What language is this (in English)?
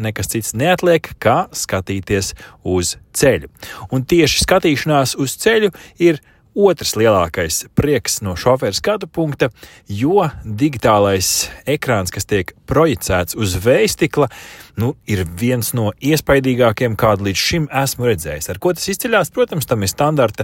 Latvian